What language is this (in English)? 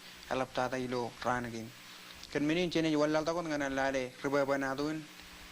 Marshallese